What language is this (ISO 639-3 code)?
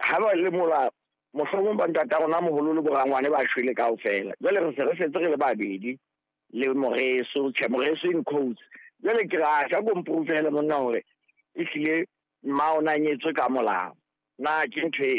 sot